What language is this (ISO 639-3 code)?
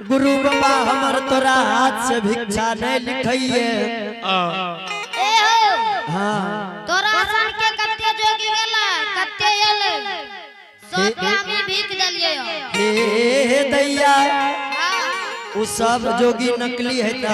anp